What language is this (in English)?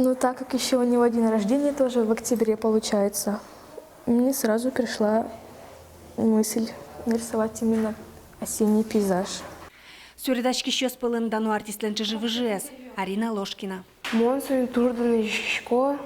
Udmurt